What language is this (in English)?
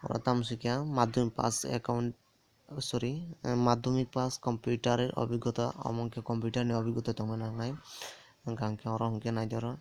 Kok Borok